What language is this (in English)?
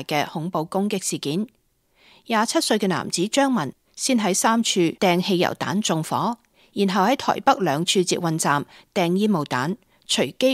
Cantonese